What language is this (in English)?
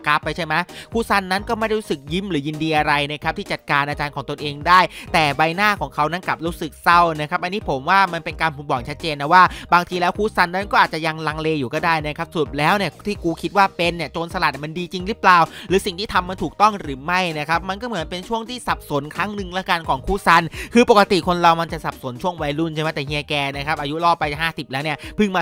Thai